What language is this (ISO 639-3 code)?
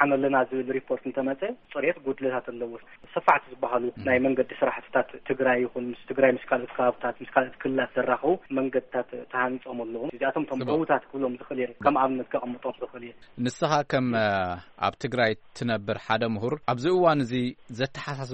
tir